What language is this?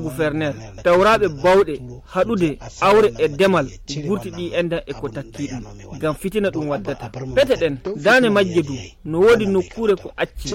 Nigerian Fulfulde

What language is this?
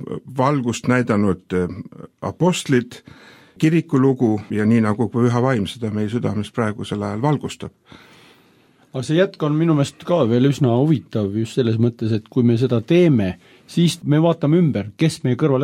Estonian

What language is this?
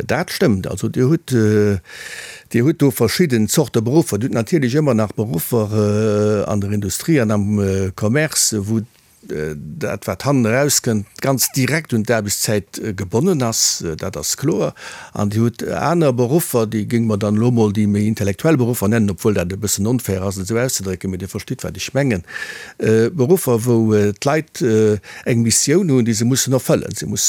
Luxembourgish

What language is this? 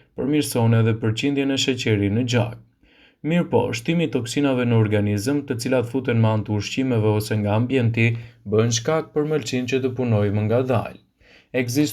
Albanian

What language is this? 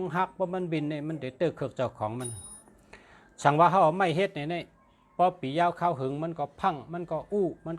Shan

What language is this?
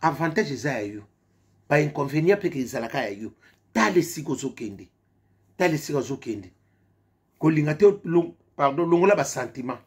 Lingala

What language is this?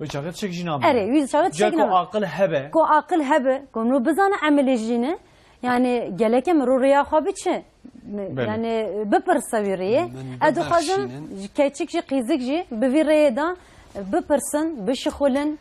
Kurdish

